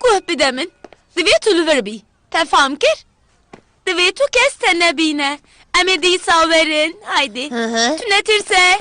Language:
Kurdish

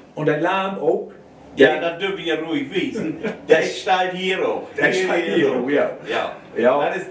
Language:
Low German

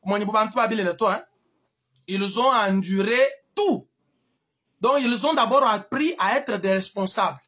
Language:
Luba-Lulua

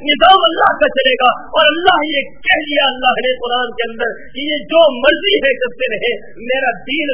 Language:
Urdu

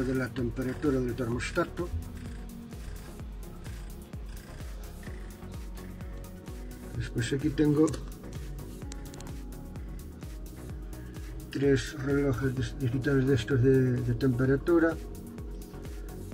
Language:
Spanish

